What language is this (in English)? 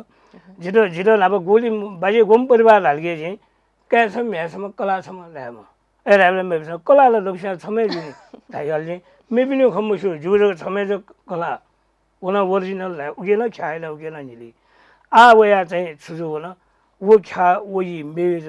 Newari